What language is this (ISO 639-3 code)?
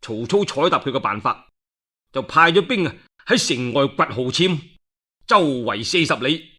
yue